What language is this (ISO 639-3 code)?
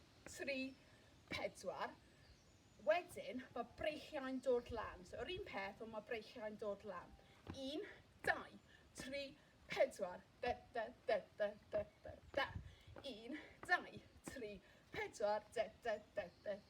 cym